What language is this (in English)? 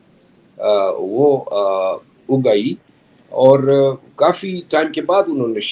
Urdu